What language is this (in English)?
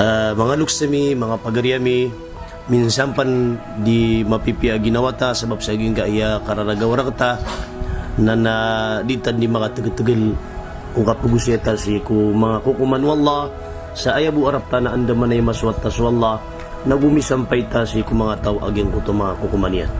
Maranao